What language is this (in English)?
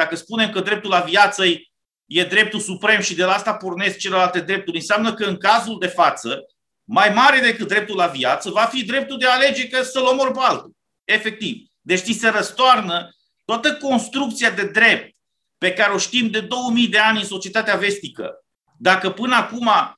Romanian